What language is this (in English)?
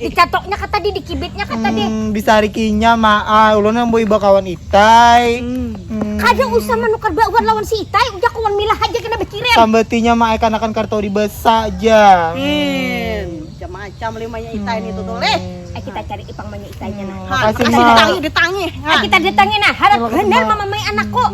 Banjar